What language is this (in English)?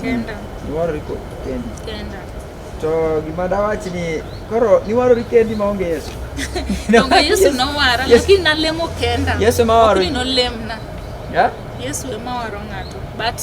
Luo (Kenya and Tanzania)